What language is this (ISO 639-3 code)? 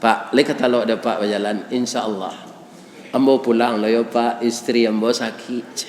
min